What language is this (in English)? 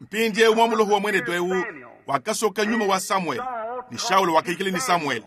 Luba-Lulua